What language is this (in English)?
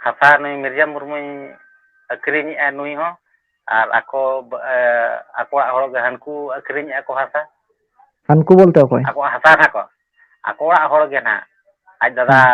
Santali